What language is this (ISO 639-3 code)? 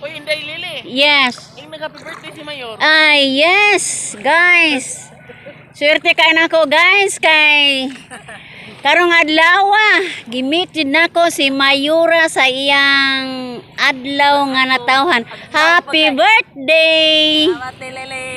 ceb